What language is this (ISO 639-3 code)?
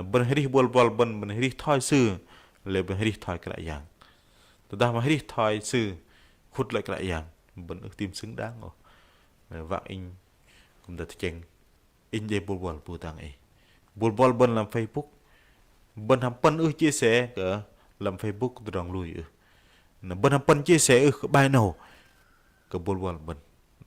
bdq